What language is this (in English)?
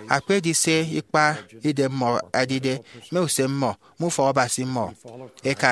Efik